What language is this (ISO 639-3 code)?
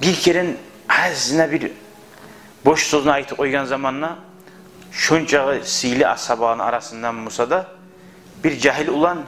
kum